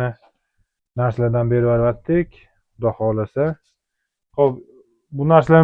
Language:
Uzbek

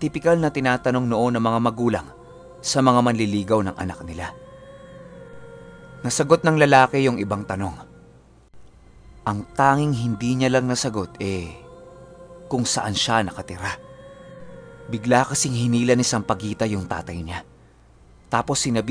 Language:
Filipino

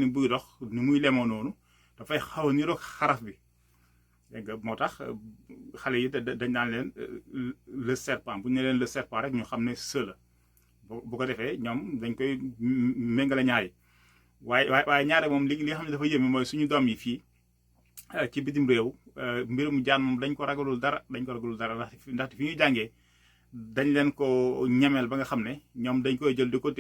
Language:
Wolof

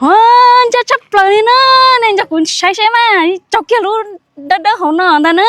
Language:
Hmong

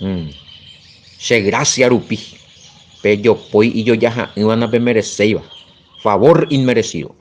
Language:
Guarani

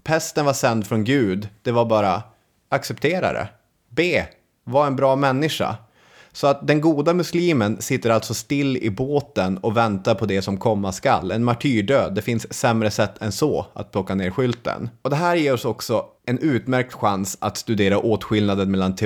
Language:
Swedish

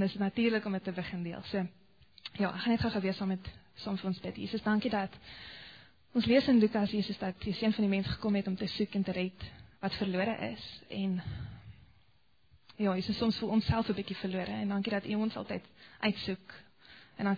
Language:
Afrikaans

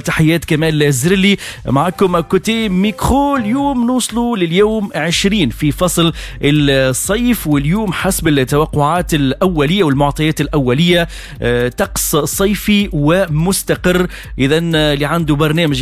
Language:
Tunisian Arabic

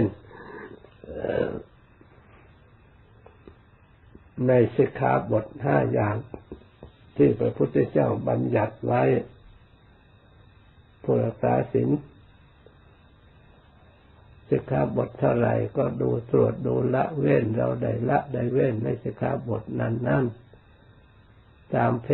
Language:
Thai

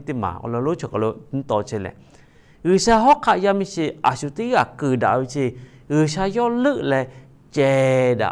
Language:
Lahu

